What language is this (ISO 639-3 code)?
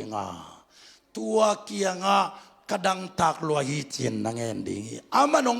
ctd